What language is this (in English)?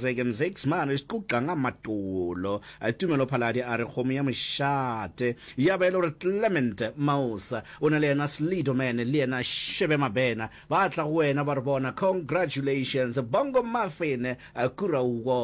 Northern Sotho